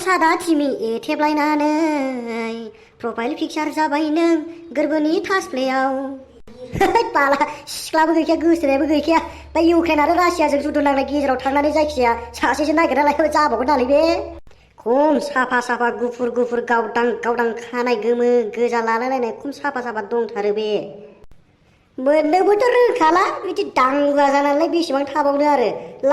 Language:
Bodo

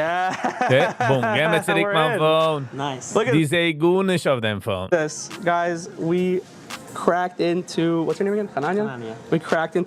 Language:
Yiddish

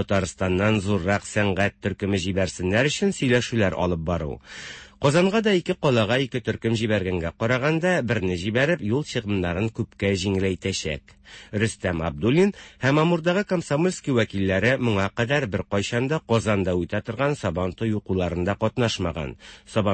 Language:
Tatar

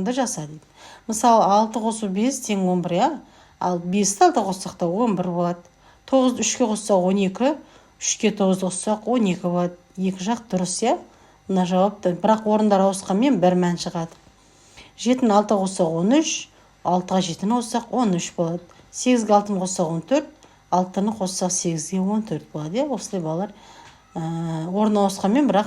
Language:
Kazakh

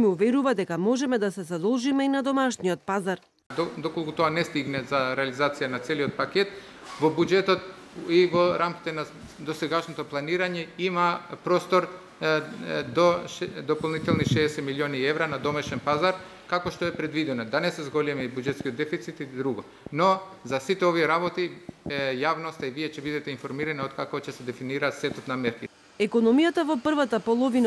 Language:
Macedonian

